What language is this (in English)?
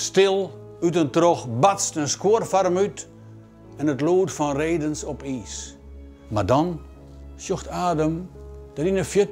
Western Frisian